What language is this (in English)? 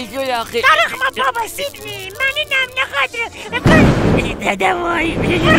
South Azerbaijani